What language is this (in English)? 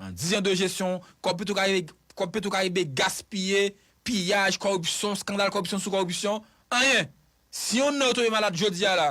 Haitian Creole